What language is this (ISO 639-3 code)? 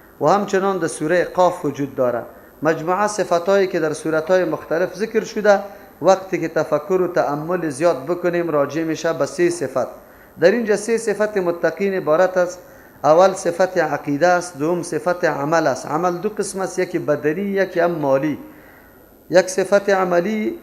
fas